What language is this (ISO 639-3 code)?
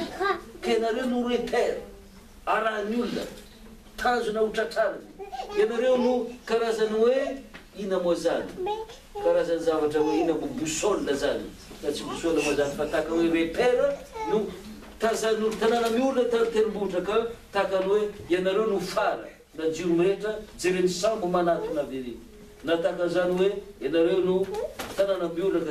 mlg